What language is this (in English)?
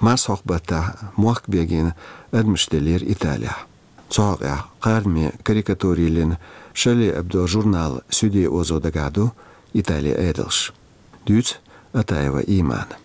Chechen